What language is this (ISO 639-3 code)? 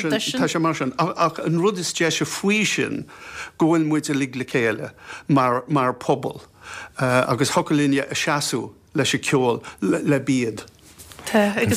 gle